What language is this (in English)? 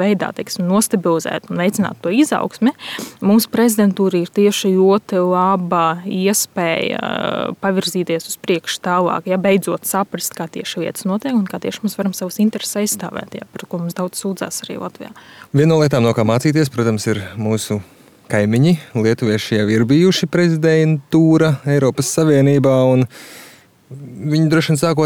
Latvian